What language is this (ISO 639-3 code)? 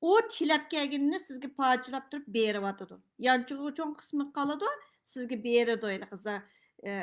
uig